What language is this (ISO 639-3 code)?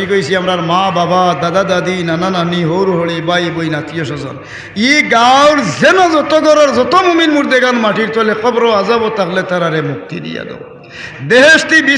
syl